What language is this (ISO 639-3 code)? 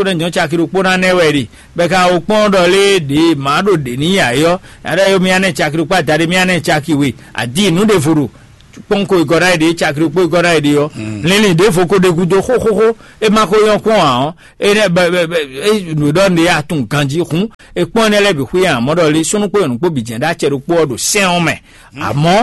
fon